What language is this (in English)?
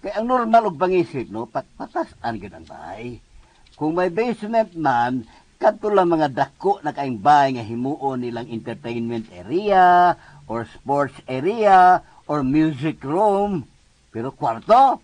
Cebuano